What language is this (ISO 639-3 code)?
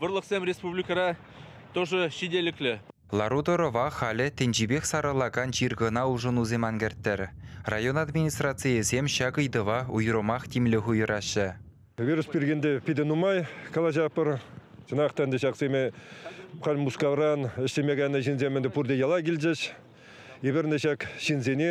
chv